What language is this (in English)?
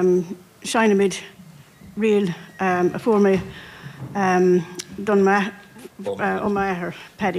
Irish